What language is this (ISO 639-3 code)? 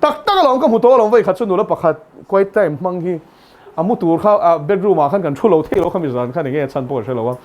lus